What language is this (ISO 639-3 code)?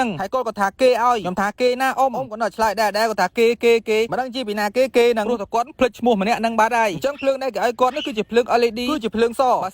khm